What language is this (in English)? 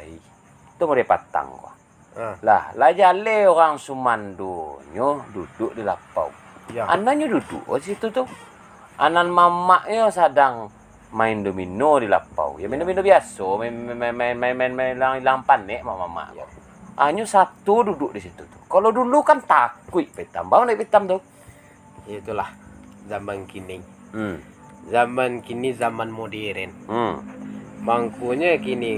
Minangkabau